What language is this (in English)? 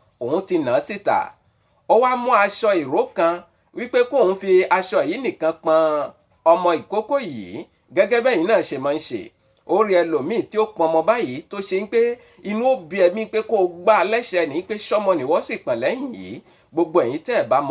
Yoruba